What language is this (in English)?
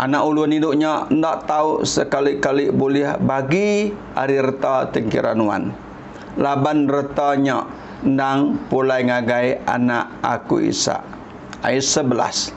Iban